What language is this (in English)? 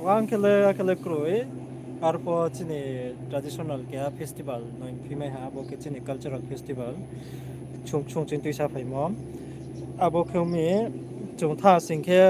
Riang (India)